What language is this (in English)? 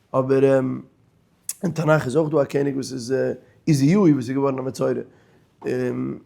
Yiddish